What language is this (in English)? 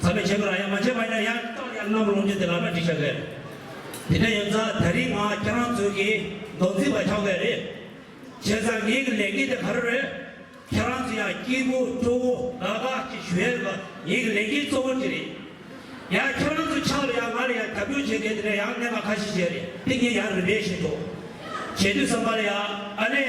Tibetan